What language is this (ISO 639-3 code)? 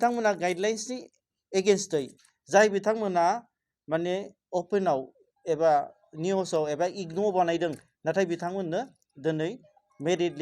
brx